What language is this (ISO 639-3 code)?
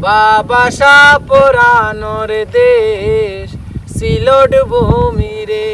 syl